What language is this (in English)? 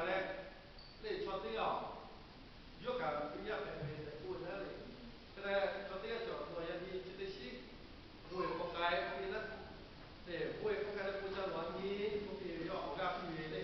Lahu